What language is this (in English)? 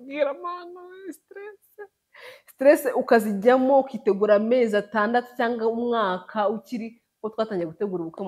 Kinyarwanda